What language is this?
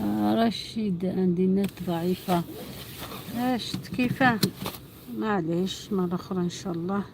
Algerian Arabic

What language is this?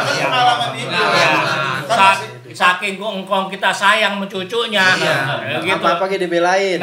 Betawi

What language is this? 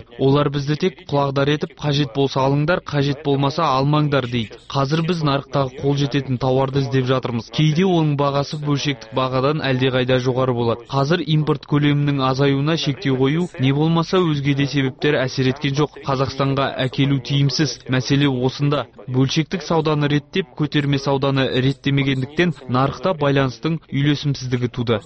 Kazakh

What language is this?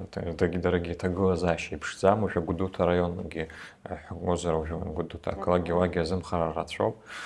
Abkhazian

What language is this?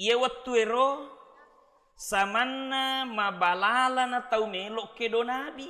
Buginese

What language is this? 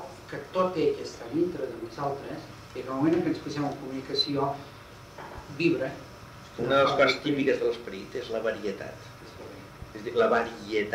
Catalan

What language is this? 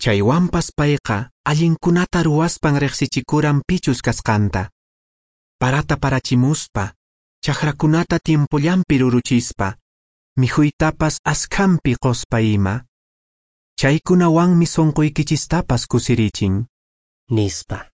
Quechua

